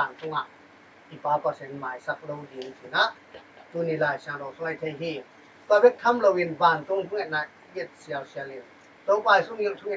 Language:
Tedim Chin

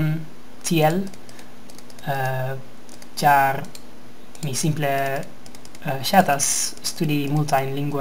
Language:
Esperanto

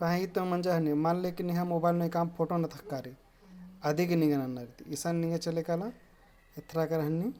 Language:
Kurukh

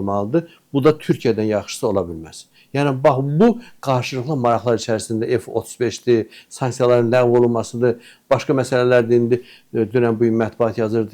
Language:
Azerbaijani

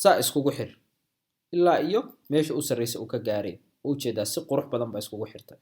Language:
Somali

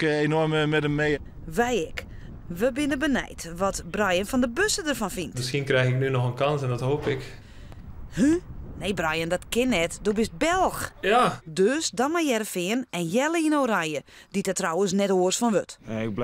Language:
Western Frisian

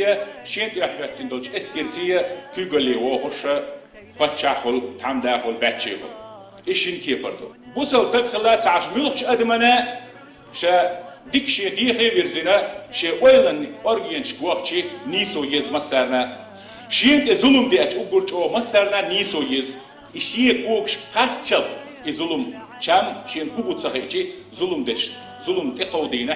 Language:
Chechen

